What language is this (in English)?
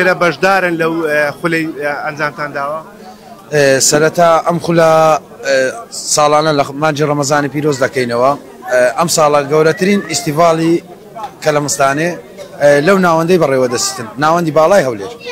Central Kurdish